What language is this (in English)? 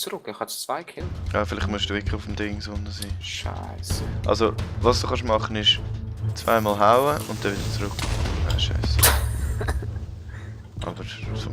Swiss German